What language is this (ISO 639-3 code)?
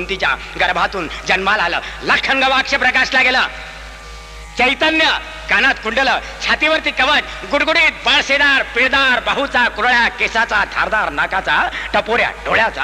mar